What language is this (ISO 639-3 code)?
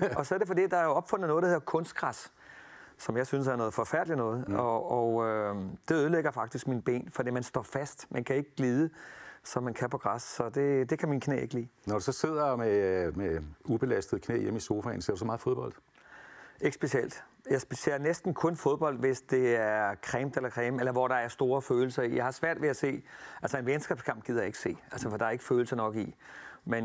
dan